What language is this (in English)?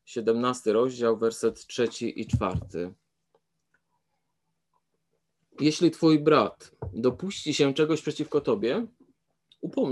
Polish